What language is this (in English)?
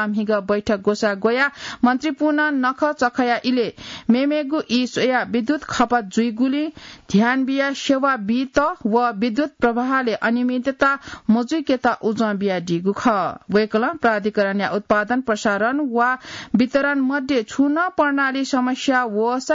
Newari